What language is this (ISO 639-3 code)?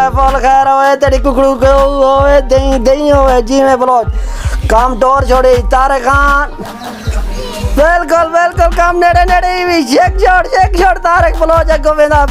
skr